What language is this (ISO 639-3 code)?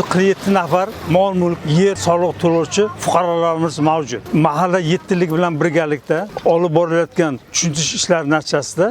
uzb